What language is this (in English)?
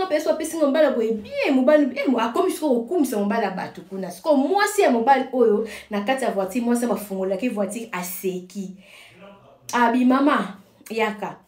Lingala